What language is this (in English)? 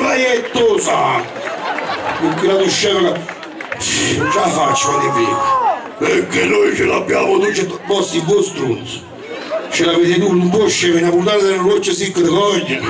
Neapolitan